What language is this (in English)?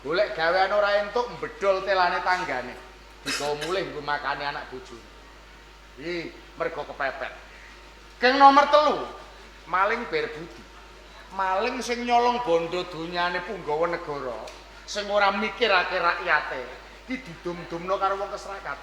Javanese